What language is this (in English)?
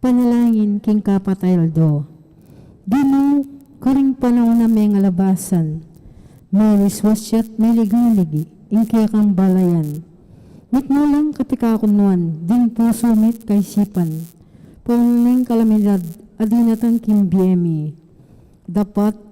Pampanga